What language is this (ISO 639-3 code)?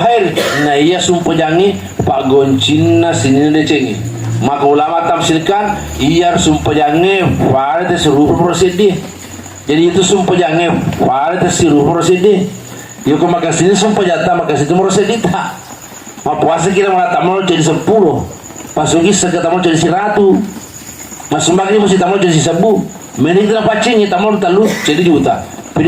bug